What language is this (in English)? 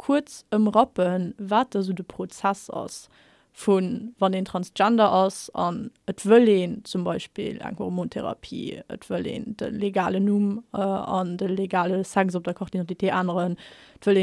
Luxembourgish